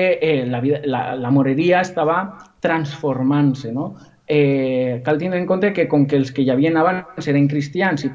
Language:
Catalan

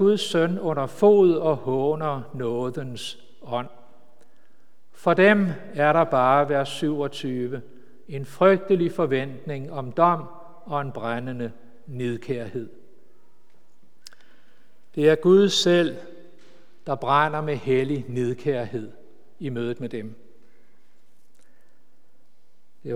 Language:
Danish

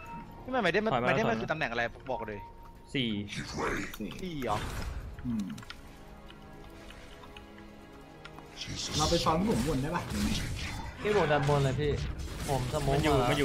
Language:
Thai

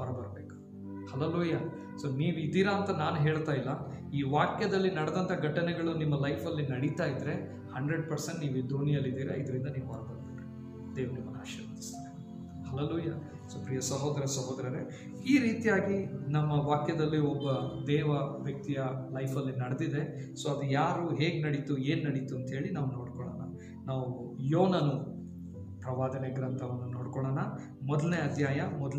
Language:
Kannada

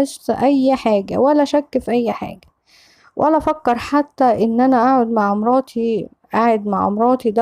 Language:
Egyptian Arabic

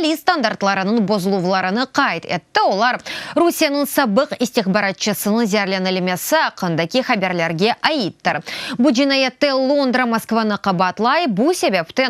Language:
Crimean Tatar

